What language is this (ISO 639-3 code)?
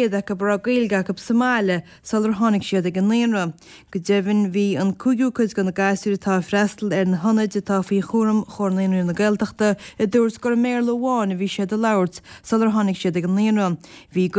gle